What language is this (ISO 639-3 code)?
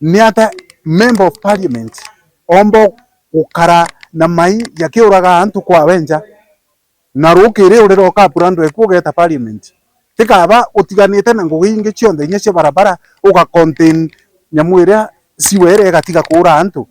mer